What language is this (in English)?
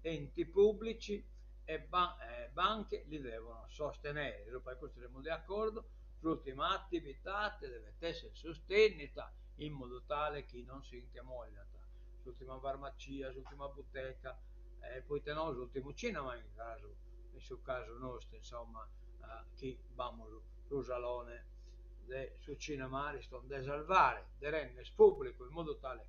Sardinian